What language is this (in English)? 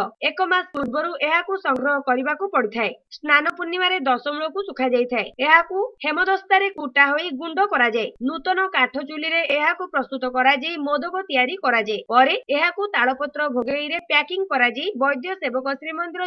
Odia